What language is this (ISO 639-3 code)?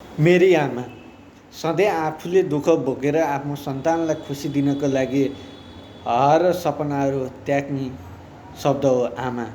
nep